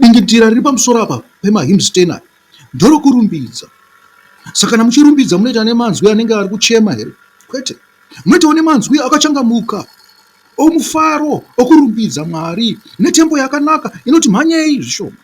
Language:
Shona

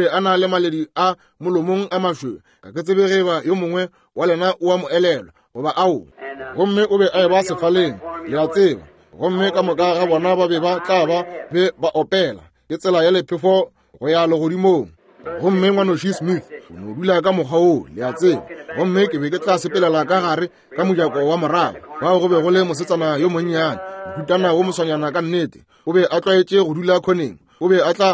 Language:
Northern Sotho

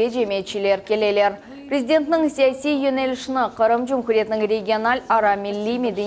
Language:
Crimean Tatar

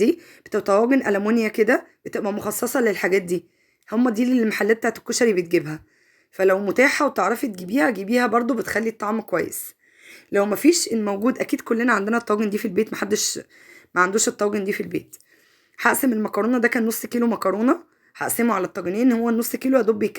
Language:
Egyptian Arabic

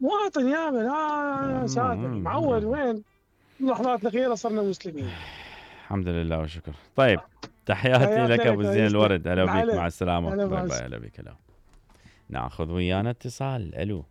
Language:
Mesopotamian Arabic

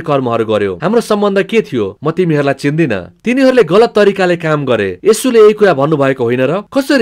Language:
Nepali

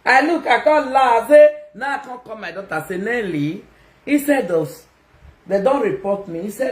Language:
Nigerian Pidgin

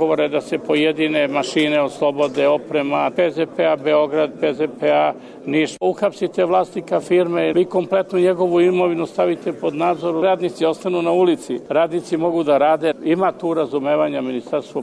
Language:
Serbian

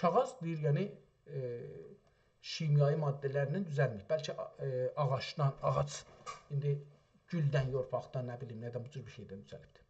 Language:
South Azerbaijani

